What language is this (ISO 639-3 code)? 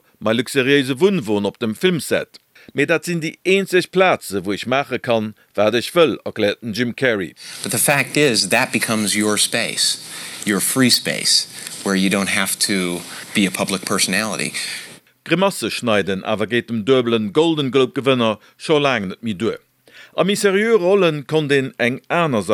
ltz